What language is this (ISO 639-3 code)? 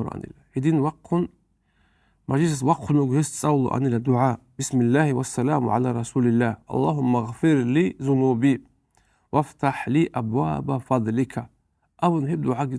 ava